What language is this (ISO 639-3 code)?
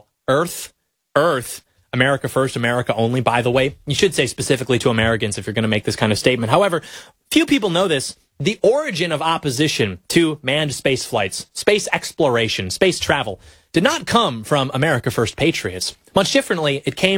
eng